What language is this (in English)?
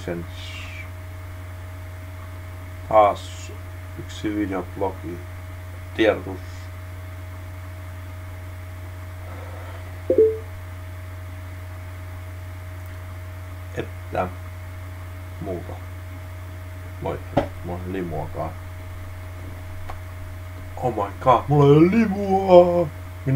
Finnish